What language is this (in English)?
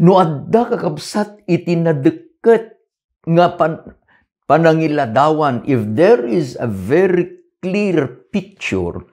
Iloko